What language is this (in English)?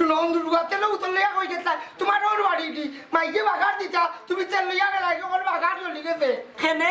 Sylheti